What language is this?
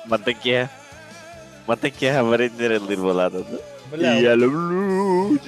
Yakut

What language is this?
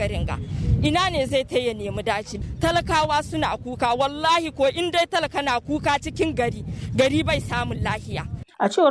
Hausa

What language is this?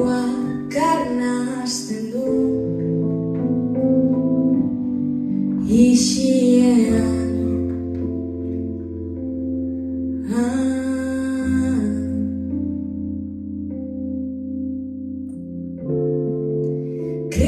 Basque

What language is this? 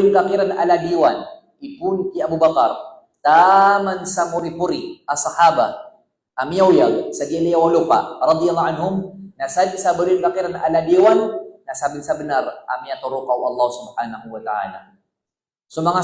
Maranao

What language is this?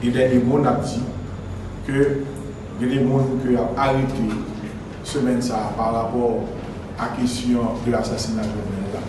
Haitian Creole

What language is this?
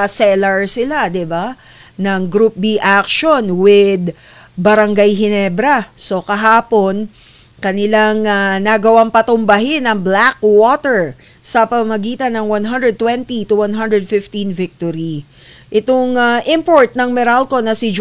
Filipino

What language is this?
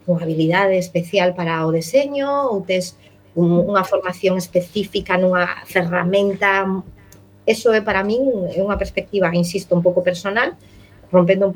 Galician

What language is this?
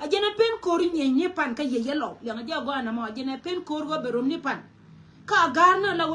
Nuer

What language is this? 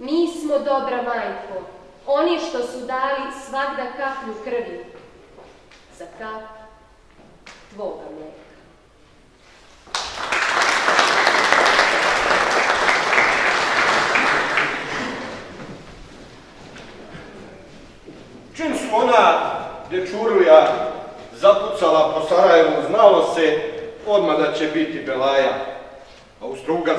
Serbian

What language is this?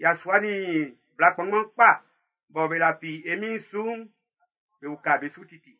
Baoulé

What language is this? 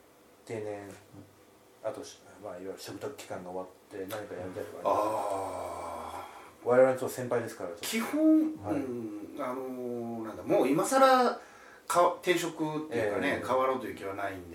Japanese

